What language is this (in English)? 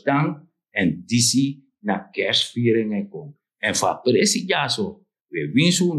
Sranan Tongo